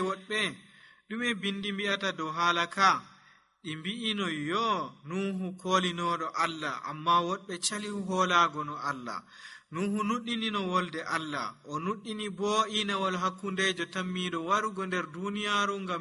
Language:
Nigerian Fulfulde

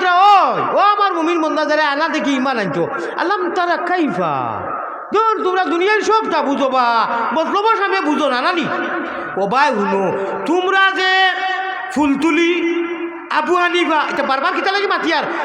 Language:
Sylheti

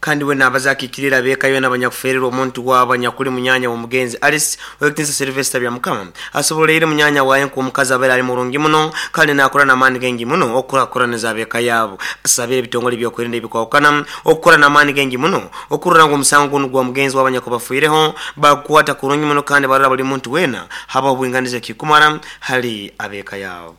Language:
Nyoro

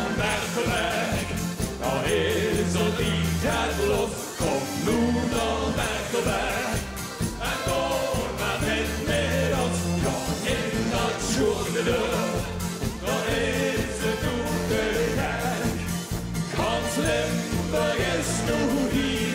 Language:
Limburgish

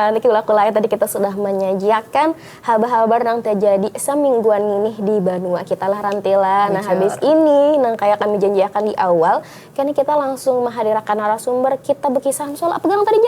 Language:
Banjar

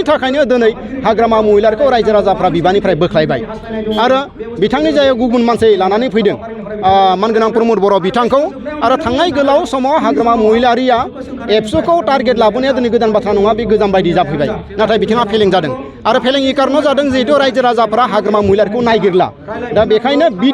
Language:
Bodo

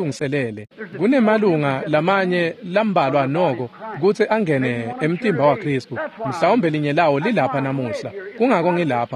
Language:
Swati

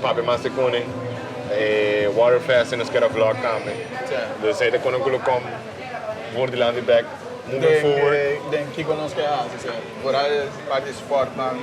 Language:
Papiamento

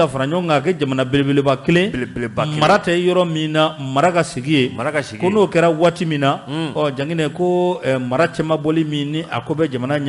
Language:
Bambara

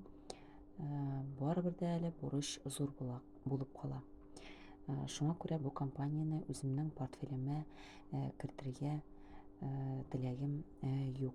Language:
Tatar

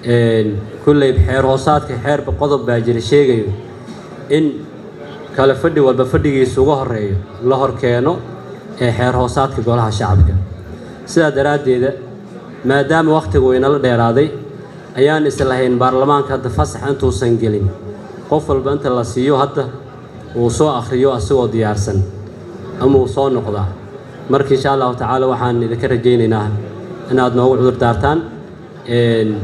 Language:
Somali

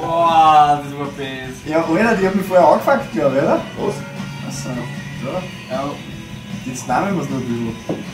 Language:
Bavarian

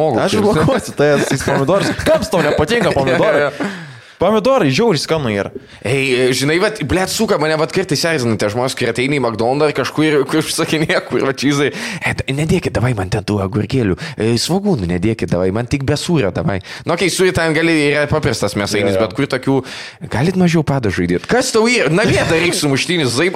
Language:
Lithuanian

